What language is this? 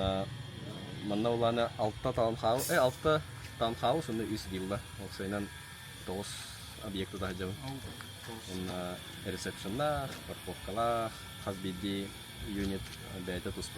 Yakut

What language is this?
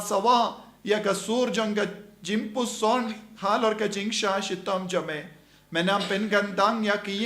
Khasi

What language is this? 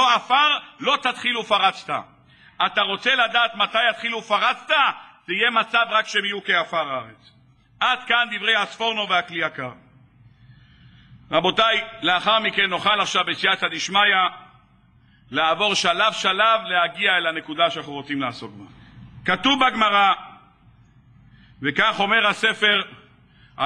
Hebrew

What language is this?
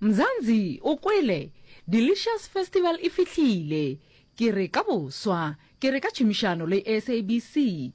Northern Sotho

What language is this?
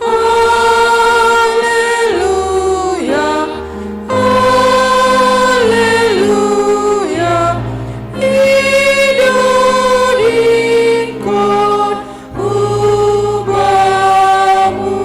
Batak Simalungun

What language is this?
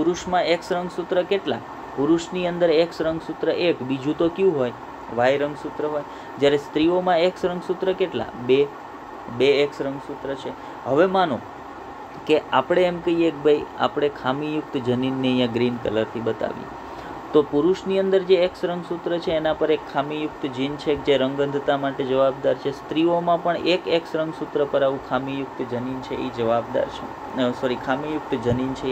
Gujarati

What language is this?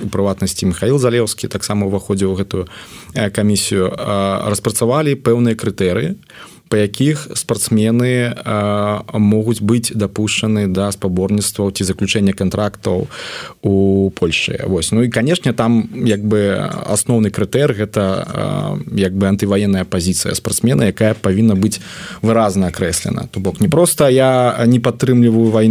Belarusian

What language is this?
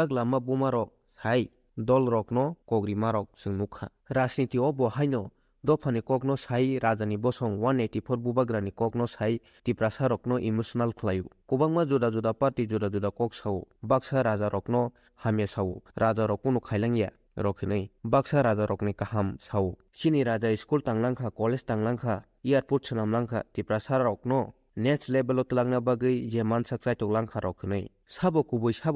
Kok Borok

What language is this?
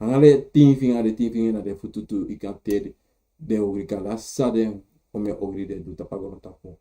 Sranan Tongo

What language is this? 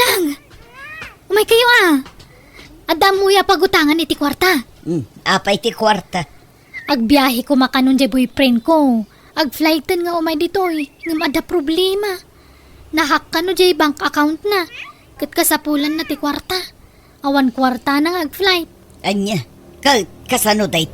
Iloko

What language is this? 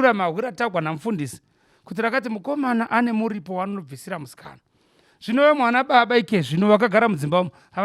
Shona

